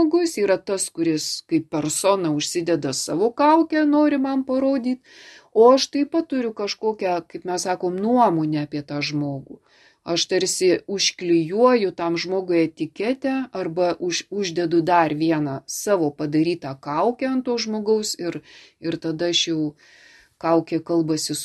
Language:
Lithuanian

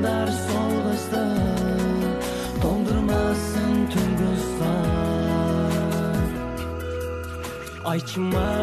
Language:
Kazakh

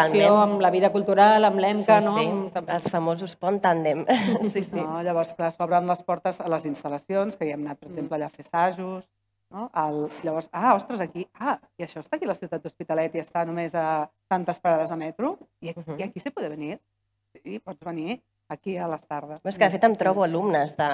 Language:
Catalan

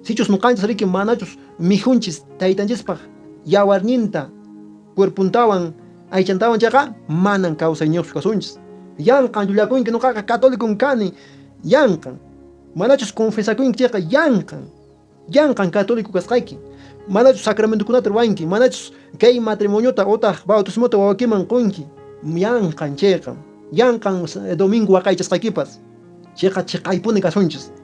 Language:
Quechua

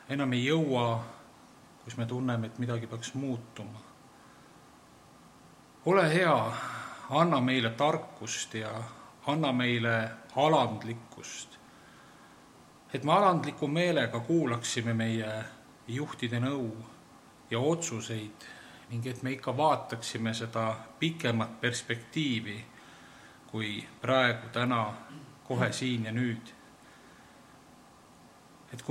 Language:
Estonian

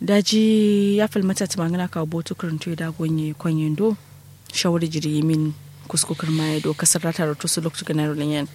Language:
Kanuri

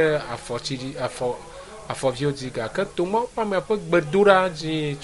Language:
Ewe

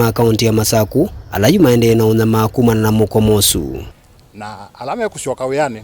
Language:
Kamba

